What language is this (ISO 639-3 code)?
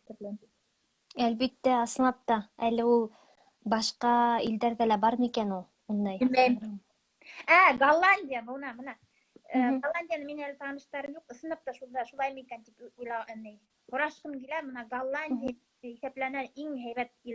bak